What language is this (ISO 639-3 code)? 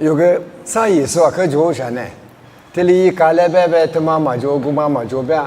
lis